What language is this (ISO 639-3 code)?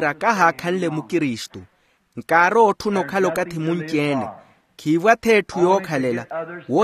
vmw